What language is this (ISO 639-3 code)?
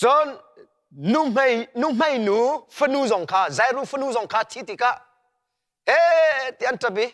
cnh